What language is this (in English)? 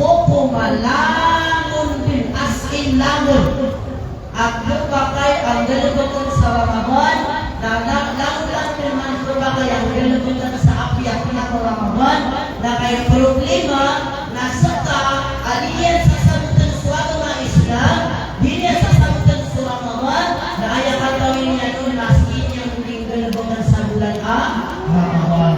Maranao